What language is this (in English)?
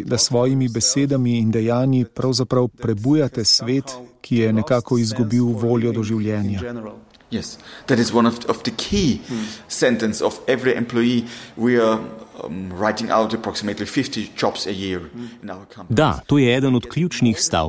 Slovenian